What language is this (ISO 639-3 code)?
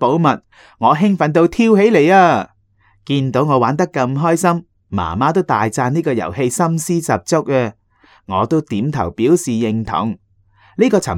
yue